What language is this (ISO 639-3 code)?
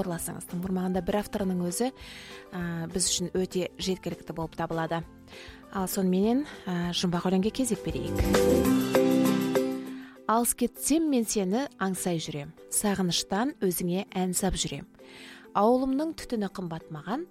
kaz